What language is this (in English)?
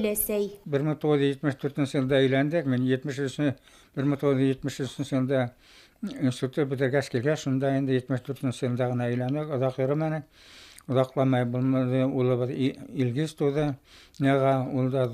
Bashkir